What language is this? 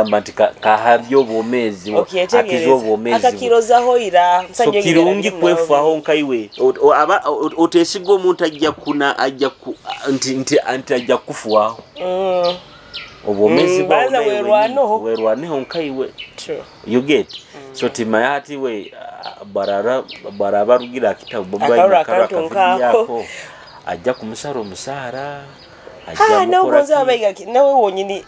Nyoro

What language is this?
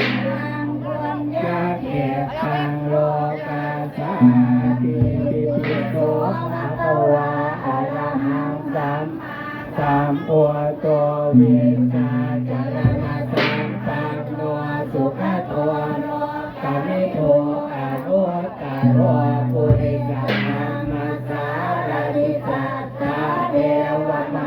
Pali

